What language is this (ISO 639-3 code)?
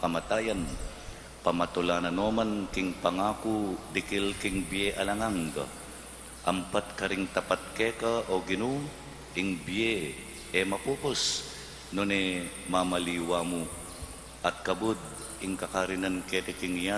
pam